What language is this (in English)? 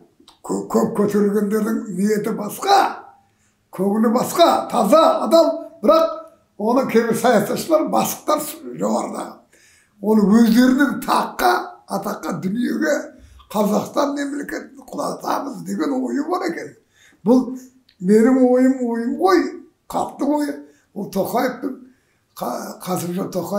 Kazakh